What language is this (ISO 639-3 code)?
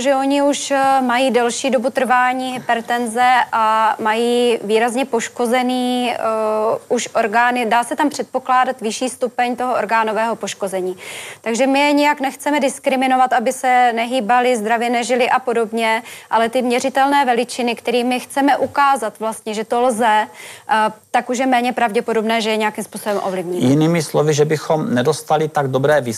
ces